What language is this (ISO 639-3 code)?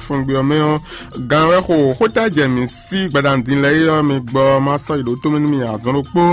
fon